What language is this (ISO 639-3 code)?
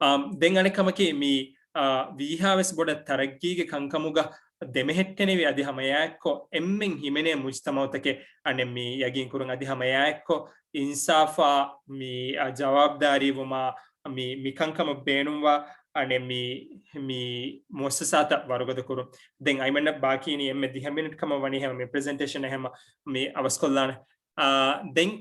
div